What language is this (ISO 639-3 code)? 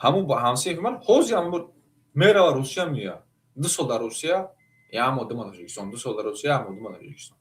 tgk